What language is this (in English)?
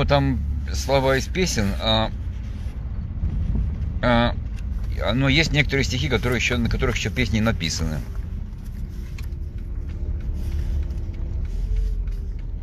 Russian